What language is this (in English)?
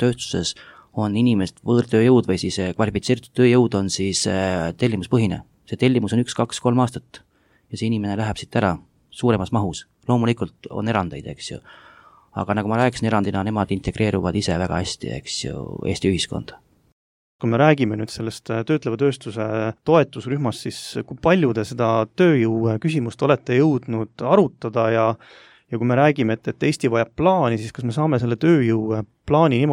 Estonian